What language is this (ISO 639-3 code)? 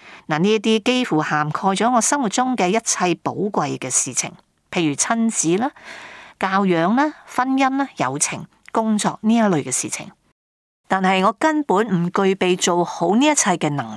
yue